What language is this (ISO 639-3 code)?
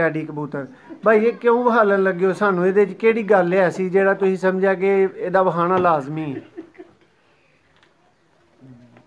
pan